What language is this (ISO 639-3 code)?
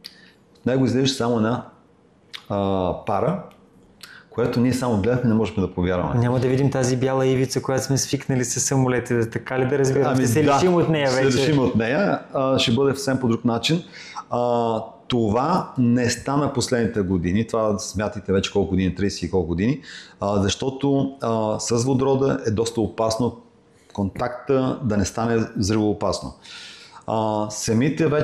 bul